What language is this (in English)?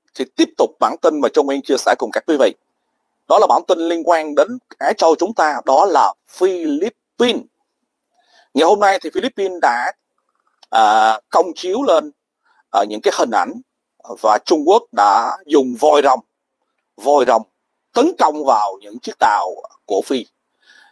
Vietnamese